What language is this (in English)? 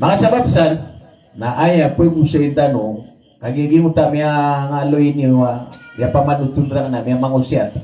Maranao